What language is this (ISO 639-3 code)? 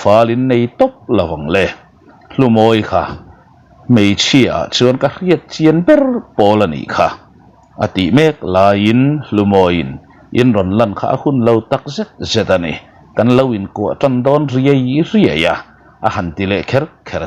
lus